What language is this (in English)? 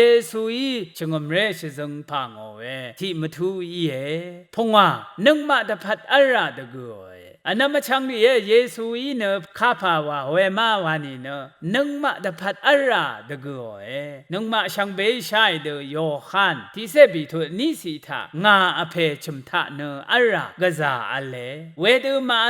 Rawang